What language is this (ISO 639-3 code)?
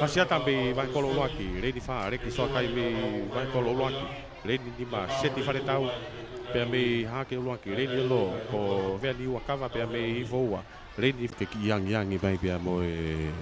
ton